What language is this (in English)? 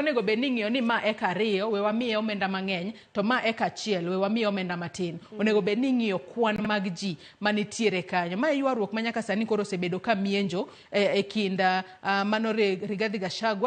Luo (Kenya and Tanzania)